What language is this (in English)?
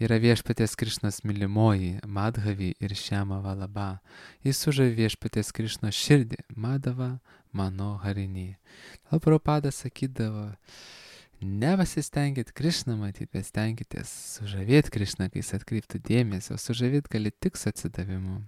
Lithuanian